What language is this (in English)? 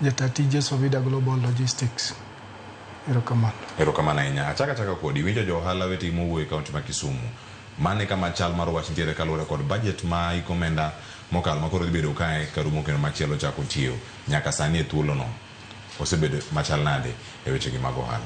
Luo (Kenya and Tanzania)